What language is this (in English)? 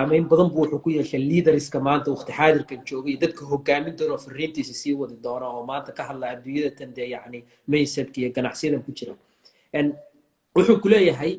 Somali